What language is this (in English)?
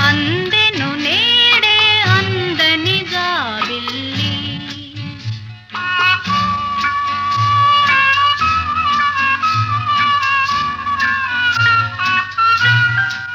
Telugu